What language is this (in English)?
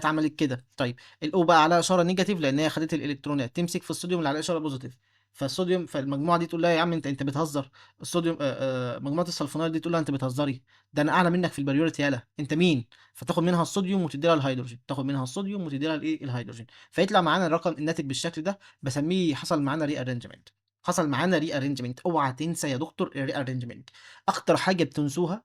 Egyptian Arabic